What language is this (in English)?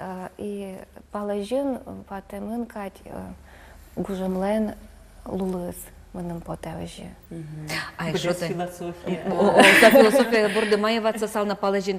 Udmurt